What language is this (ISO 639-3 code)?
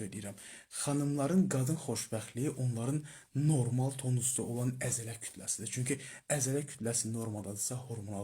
aze